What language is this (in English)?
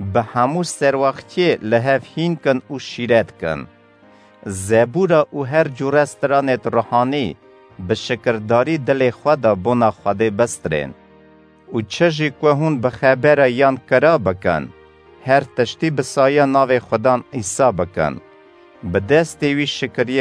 Kurdish